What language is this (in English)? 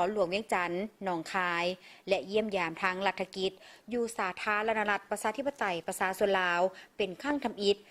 Lao